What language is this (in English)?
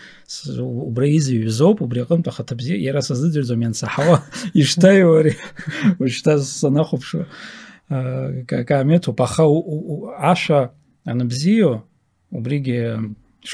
Abkhazian